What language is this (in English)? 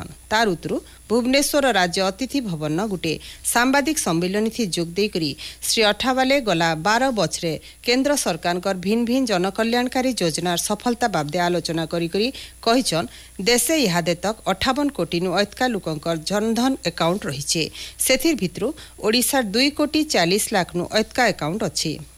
Odia